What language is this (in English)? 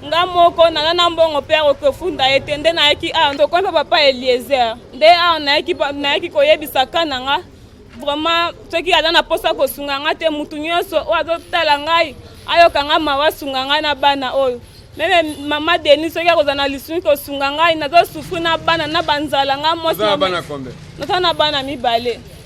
Lingala